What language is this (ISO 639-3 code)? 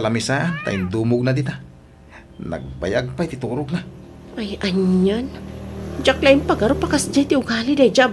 ilo